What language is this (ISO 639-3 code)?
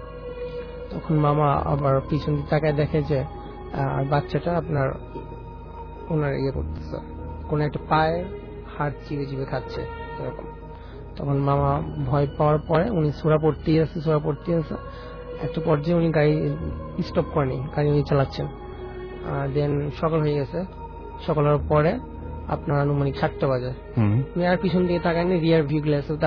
ben